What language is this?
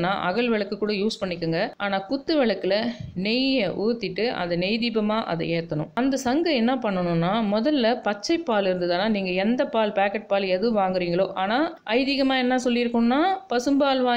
Tamil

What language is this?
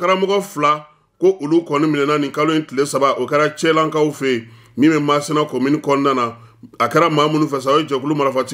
Bambara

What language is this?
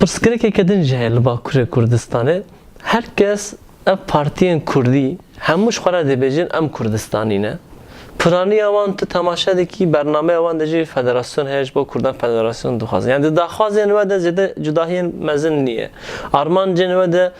Kurdish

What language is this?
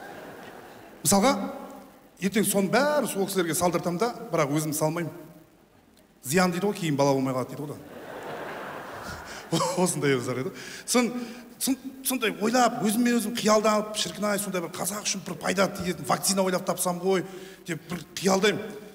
Kazakh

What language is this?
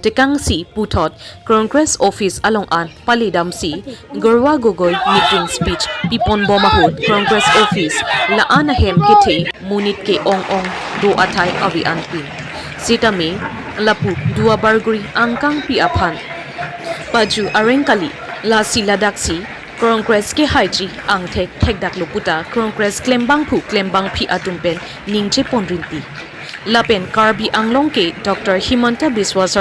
Karbi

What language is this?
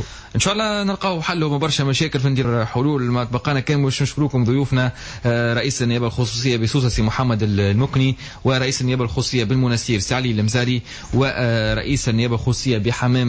Tunisian Arabic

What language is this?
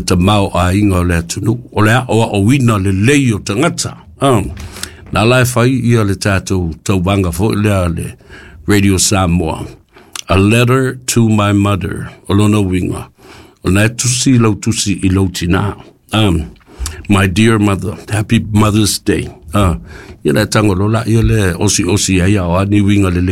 Samoan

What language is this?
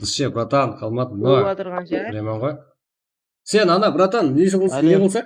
Kara-Kalpak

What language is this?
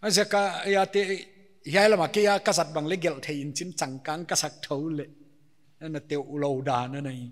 Paite Chin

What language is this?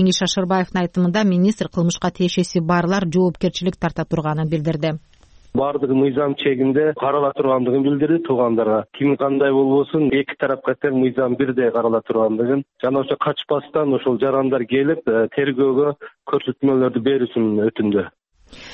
Kyrgyz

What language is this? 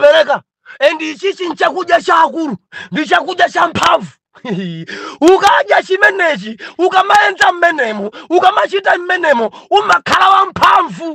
Nyanja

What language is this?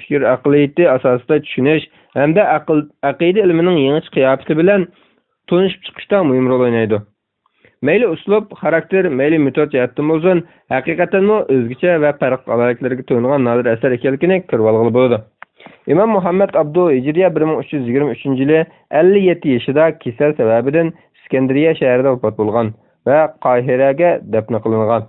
Uyghur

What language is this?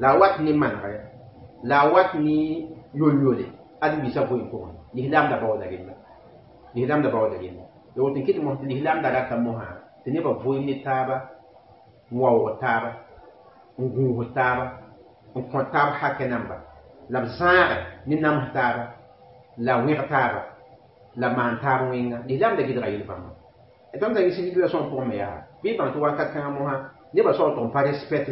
Mossi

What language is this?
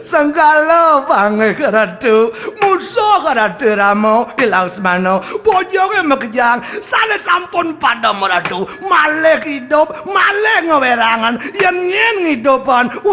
Balinese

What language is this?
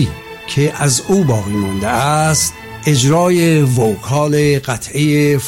Persian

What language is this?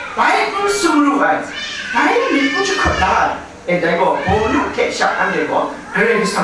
Kachin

